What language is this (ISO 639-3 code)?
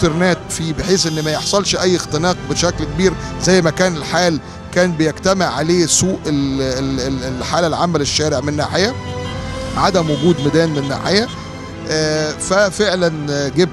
arz